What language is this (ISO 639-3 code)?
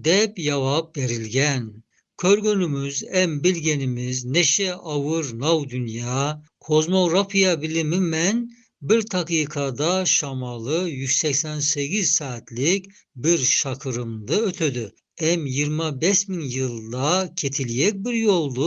tat